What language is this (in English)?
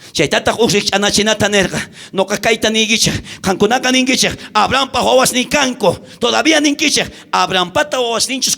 South Bolivian Quechua